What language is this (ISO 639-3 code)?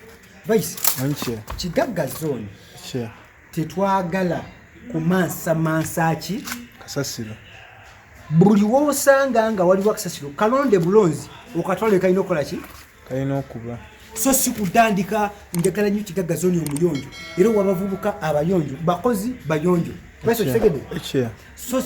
lug